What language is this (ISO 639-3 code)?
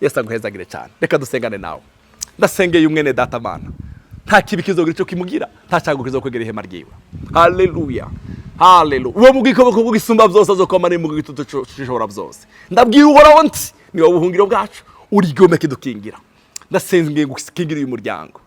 run